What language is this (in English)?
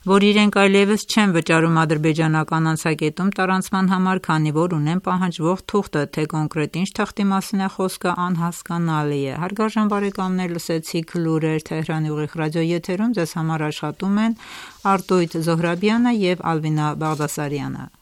Armenian